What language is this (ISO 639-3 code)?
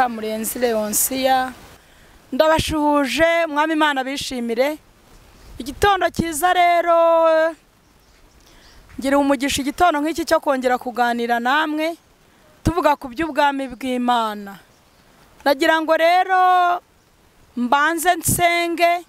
kin